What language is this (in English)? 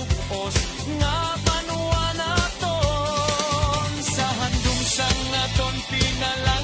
Hiligaynon